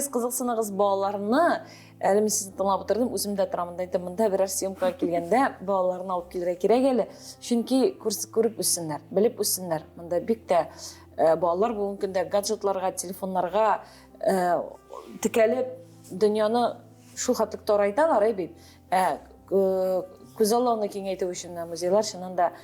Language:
Tatar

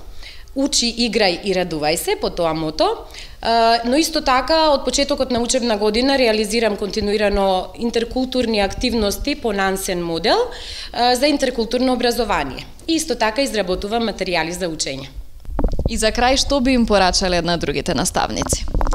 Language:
Macedonian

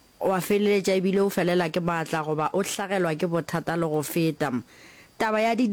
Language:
Northern Sotho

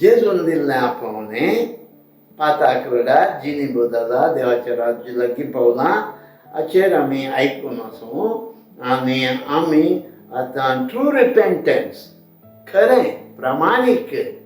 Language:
Konkani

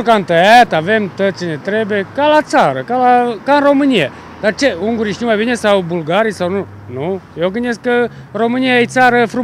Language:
Romanian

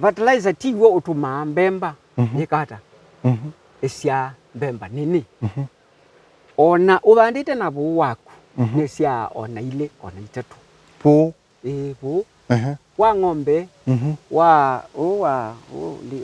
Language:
Kamba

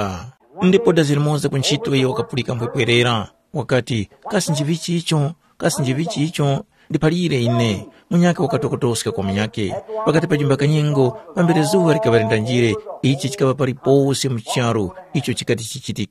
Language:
Tumbuka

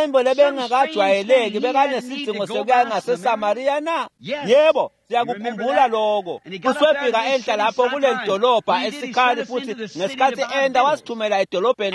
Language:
Swati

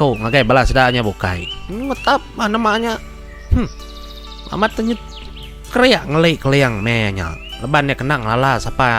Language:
Iban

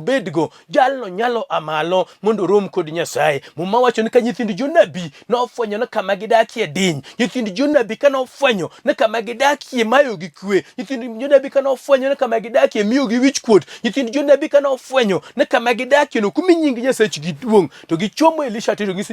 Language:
Luo (Kenya and Tanzania)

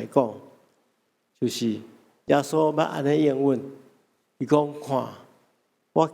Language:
Min Nan Chinese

